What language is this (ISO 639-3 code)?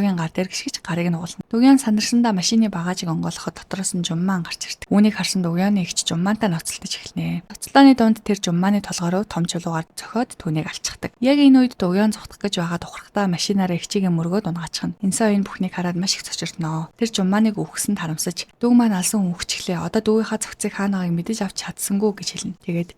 mon